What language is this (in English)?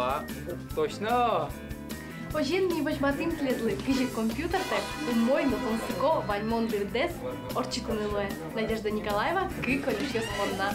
Udmurt